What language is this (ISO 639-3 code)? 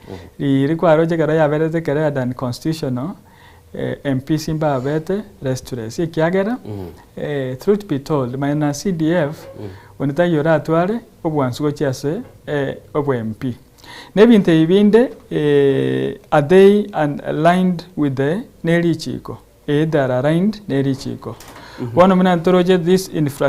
guz